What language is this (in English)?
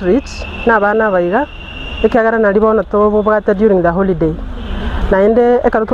Gusii